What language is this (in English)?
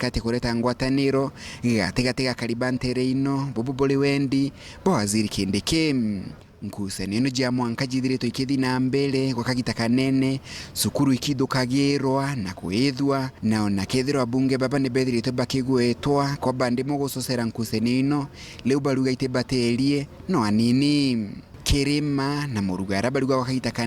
Meru